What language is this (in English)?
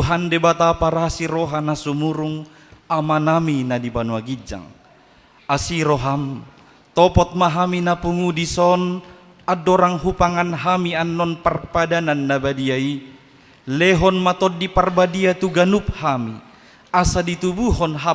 Batak Toba